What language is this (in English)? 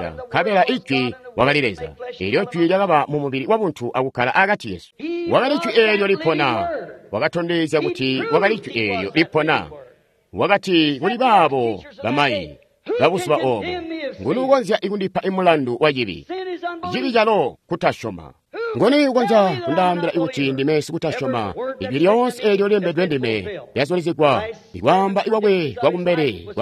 Tonga (Zambia)